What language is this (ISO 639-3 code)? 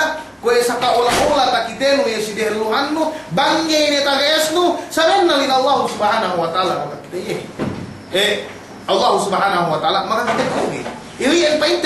yka